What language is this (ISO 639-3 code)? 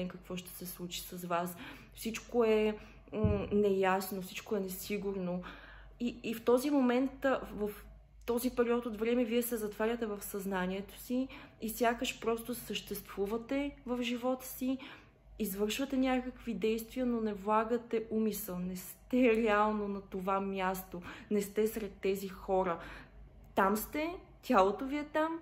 bul